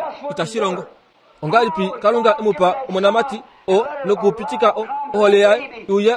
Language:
Kuanyama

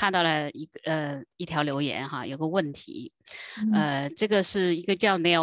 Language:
Chinese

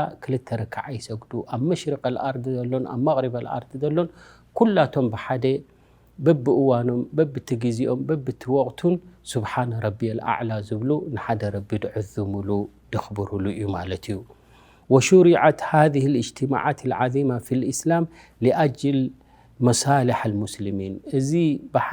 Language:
Tigrinya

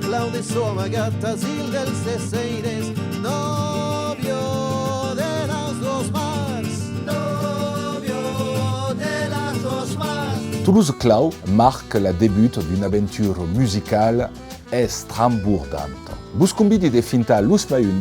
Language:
Occitan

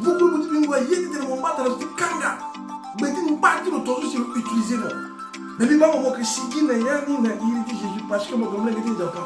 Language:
Sango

